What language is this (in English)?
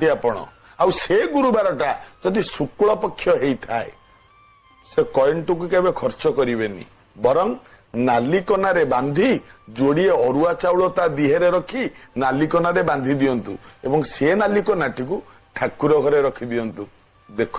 Odia